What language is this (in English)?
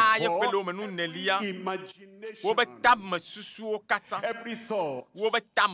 Ewe